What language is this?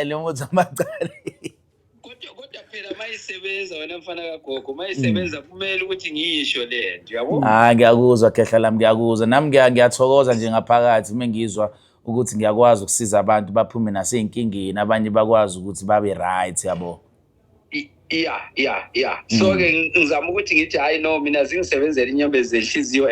Zulu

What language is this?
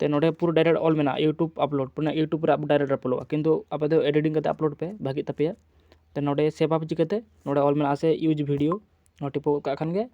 Santali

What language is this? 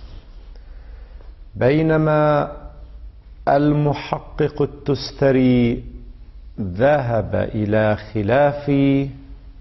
Arabic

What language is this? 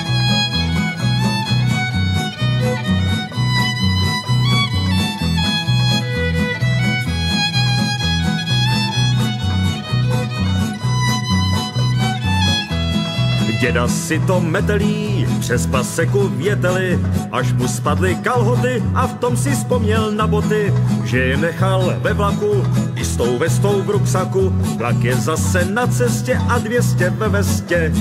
Czech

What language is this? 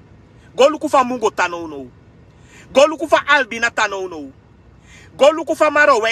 Sranan Tongo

